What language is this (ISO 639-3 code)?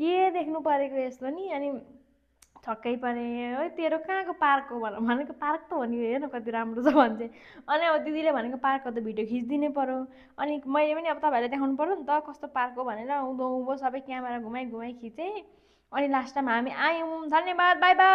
nep